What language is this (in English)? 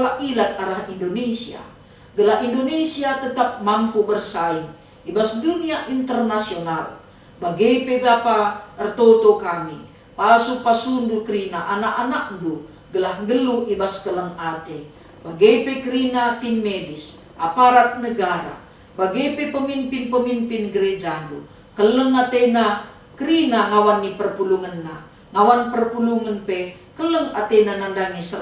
Batak Karo